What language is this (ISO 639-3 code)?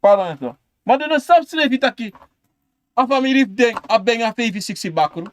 srn